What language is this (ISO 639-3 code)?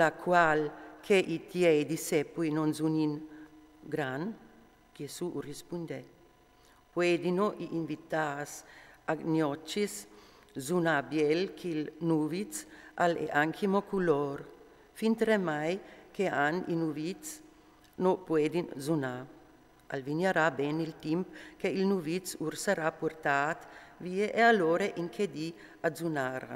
fur